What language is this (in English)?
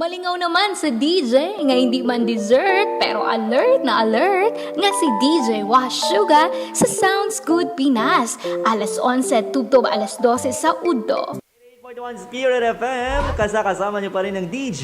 Hiligaynon